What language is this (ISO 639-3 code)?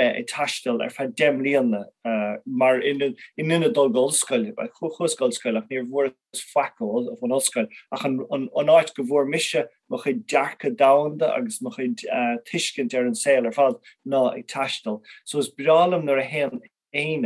gle